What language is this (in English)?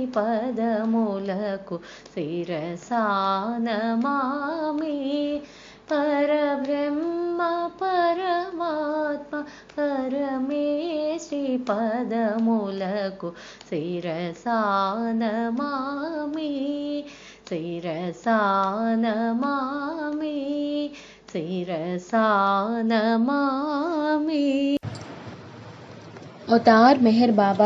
Telugu